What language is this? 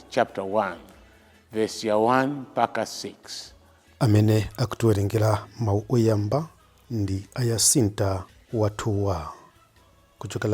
Nyanja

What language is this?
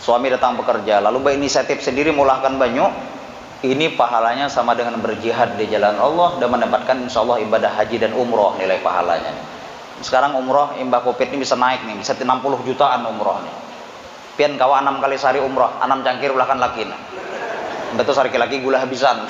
Banjar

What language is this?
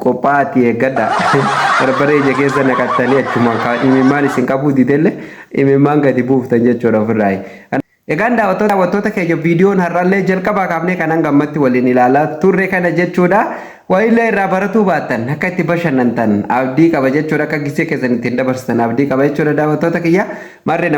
Oromo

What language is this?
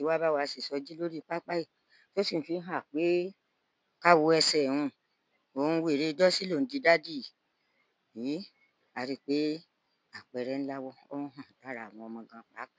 Yoruba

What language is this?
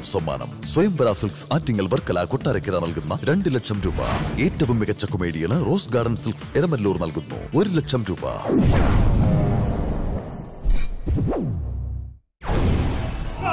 Malayalam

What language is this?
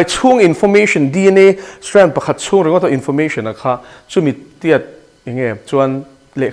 Mizo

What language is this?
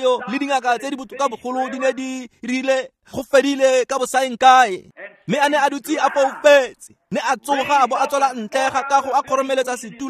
Tswana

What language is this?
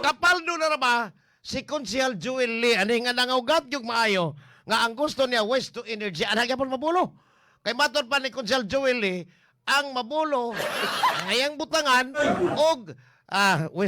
Cebuano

